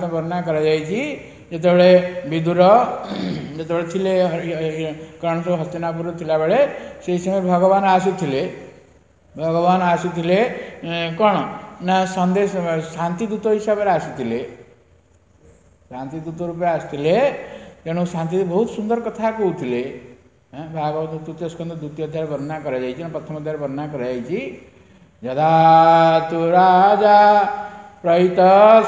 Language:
Odia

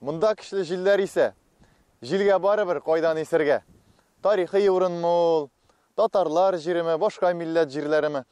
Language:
Tatar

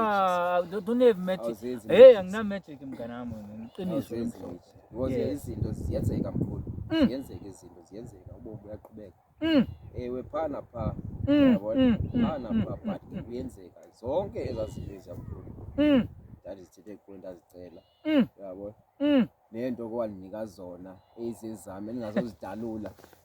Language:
Zulu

